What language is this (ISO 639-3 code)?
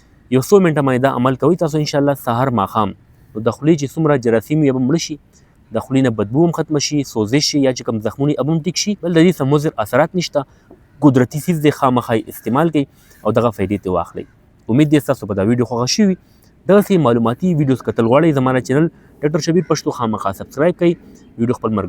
pus